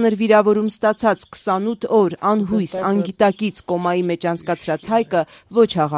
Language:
Armenian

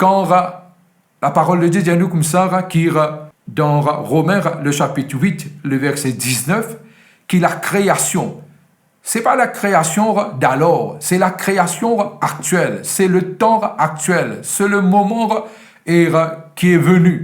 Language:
Morisyen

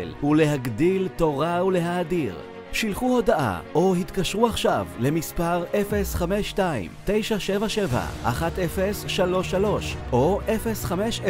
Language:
Hebrew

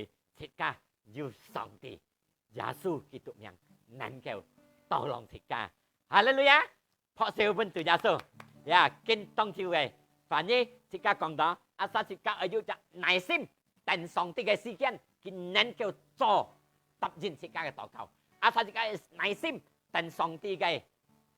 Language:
Hakka Chinese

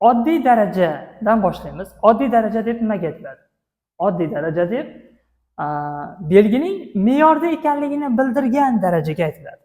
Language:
Uzbek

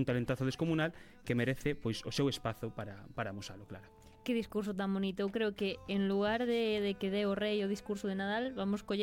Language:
Galician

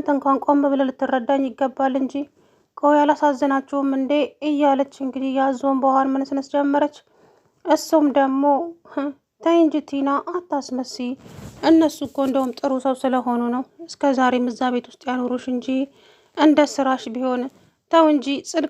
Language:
Amharic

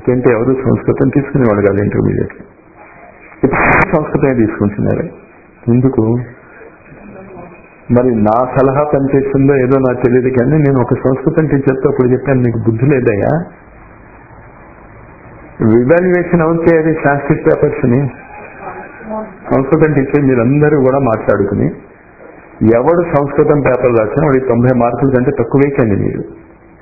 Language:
Telugu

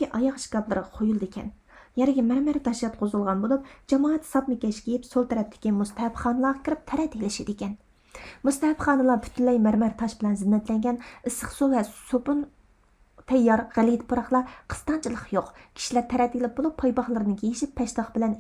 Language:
Uyghur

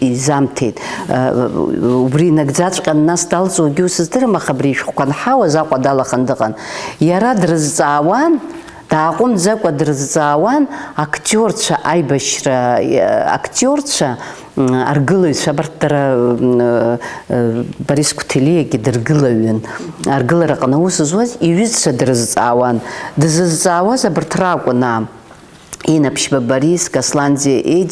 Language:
Abkhazian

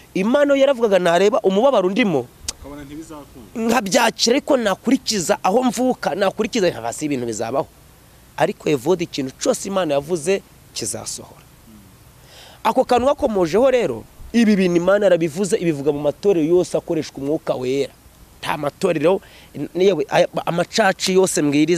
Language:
Kinyarwanda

